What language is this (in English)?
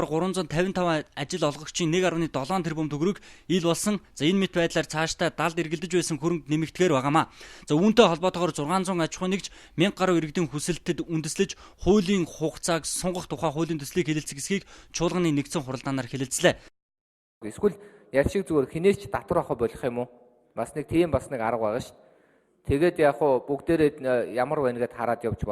Mongolian